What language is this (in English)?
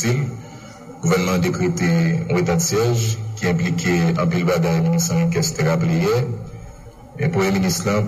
Haitian Creole